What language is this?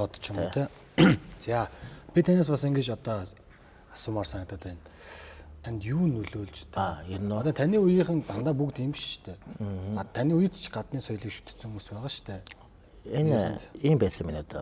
Mongolian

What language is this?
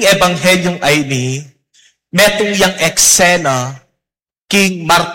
Pampanga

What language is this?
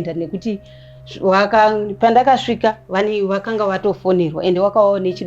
Shona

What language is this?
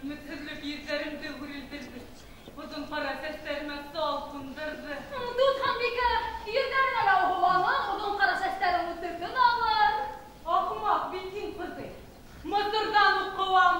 Bashkir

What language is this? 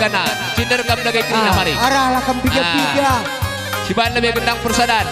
Batak Karo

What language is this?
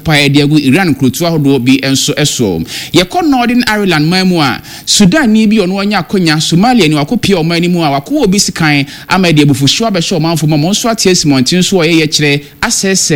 Akan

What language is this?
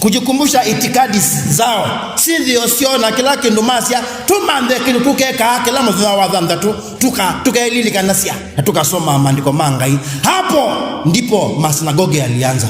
Kamba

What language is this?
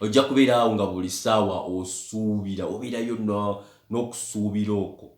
Ganda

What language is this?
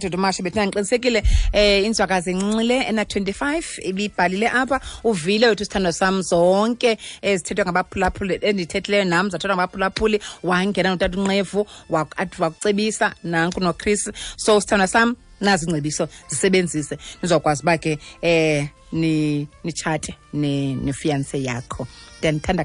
Xhosa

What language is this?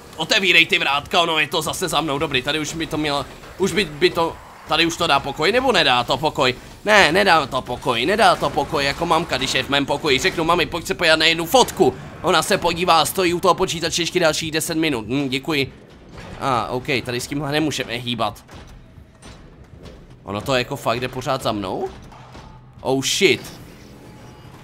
Czech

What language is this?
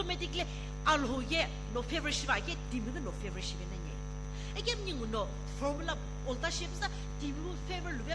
Sumi Naga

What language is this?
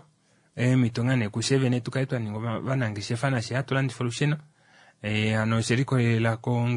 Kuanyama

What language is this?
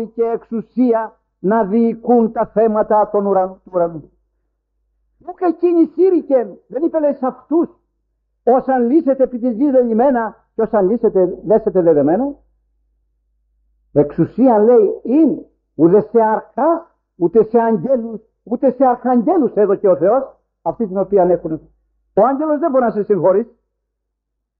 Greek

